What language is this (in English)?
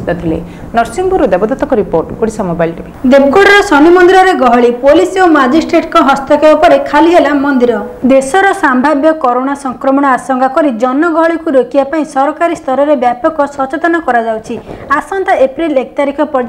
Odia